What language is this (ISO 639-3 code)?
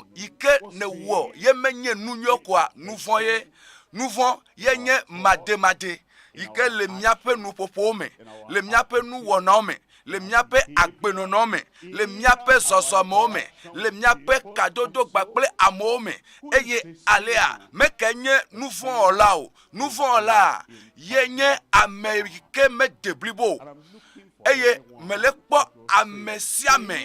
ewe